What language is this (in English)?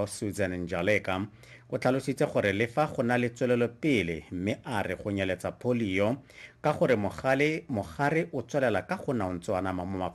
Tswana